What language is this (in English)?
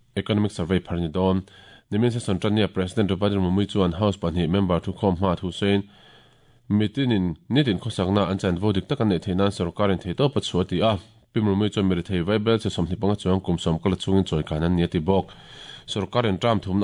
Mizo